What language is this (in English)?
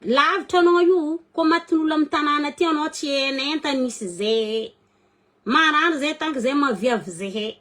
Malagasy